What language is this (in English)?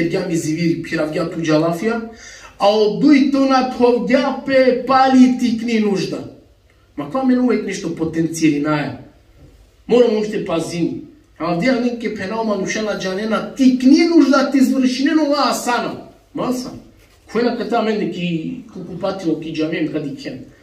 Balkan Romani